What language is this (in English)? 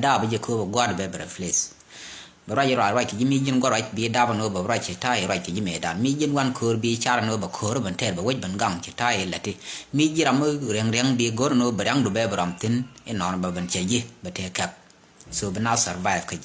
Nuer